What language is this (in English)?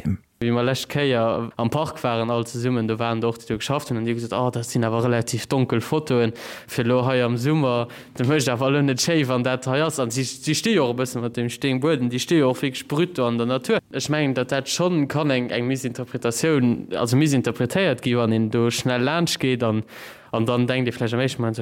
Luxembourgish